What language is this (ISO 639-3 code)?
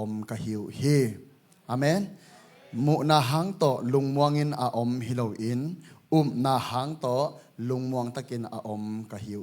ctd